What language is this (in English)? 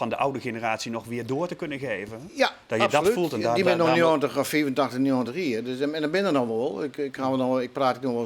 Western Frisian